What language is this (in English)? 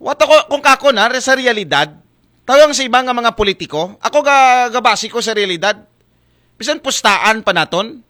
Aklanon